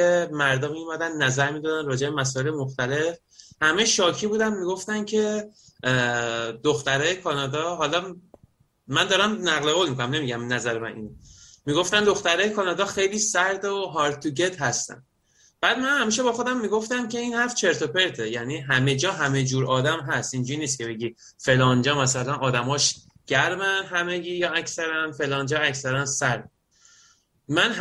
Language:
Persian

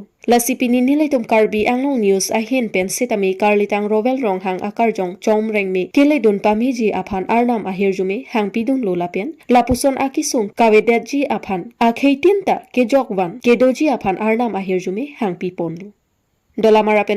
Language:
Karbi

